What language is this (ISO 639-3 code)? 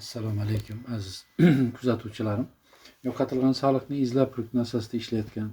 uzb